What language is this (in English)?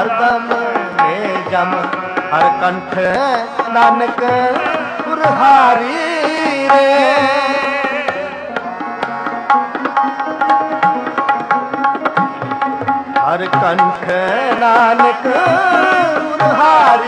Punjabi